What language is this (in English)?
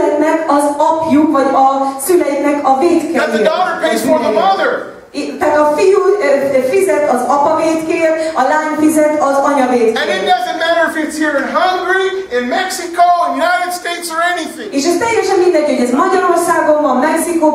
Hungarian